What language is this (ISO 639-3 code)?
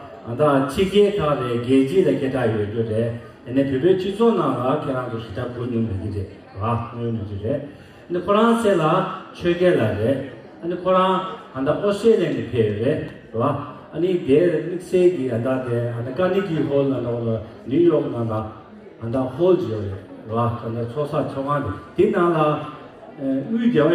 bod